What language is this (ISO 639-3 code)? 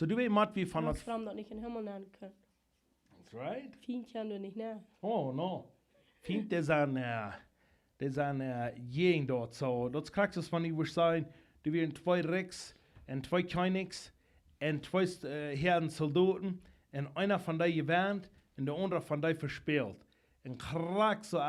pdt